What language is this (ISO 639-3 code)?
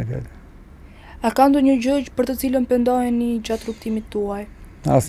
sqi